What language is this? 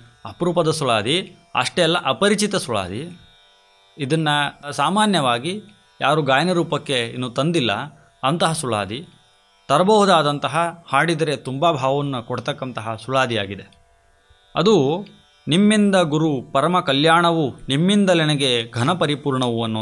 Kannada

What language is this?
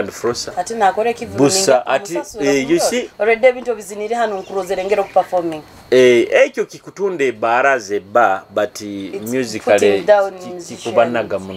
Nyoro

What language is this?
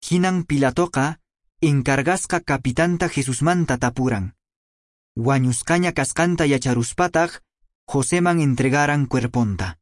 Quechua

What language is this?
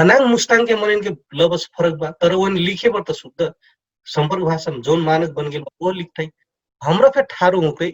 Dangaura Tharu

